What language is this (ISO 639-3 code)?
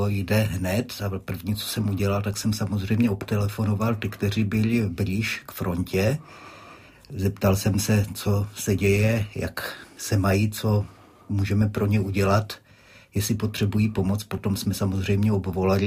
ces